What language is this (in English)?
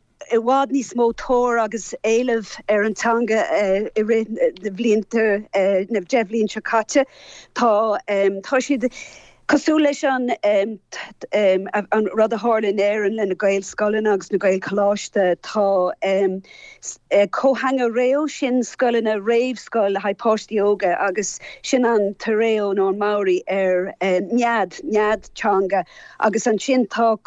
Irish